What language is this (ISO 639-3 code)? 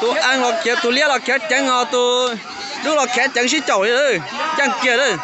hmn